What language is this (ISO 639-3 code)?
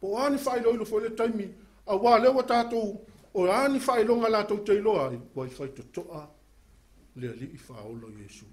smo